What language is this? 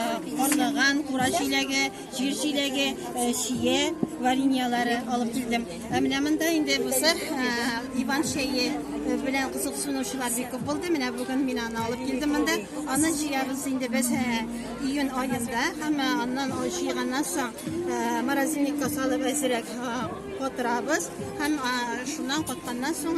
Tatar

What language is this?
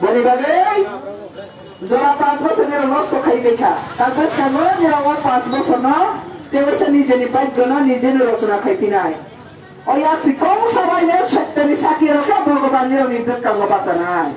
Kok Borok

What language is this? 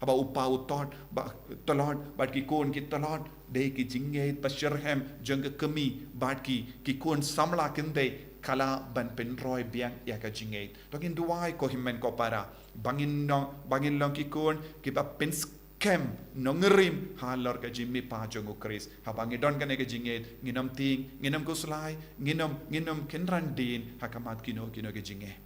Khasi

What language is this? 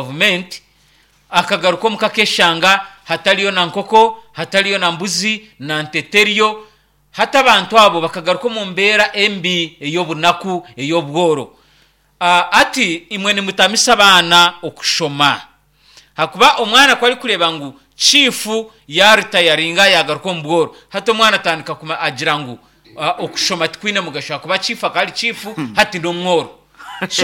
Nyankole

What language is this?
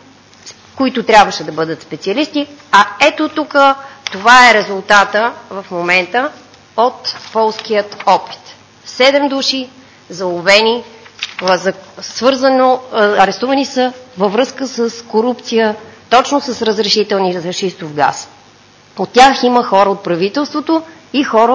Bulgarian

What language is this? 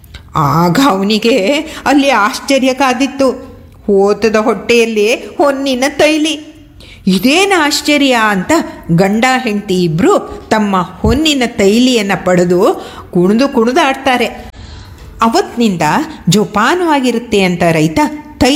Kannada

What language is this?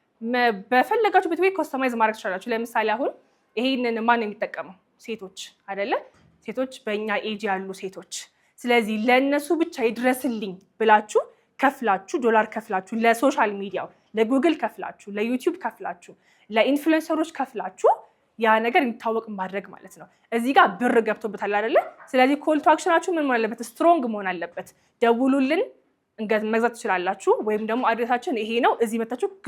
Amharic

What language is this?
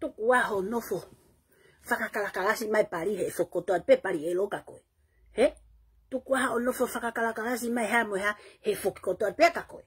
Tongan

